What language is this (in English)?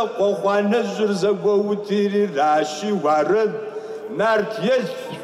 Kabardian